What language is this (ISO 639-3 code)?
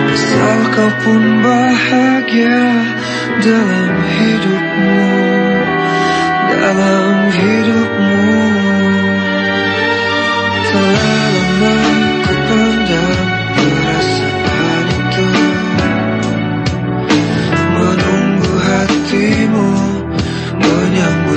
ind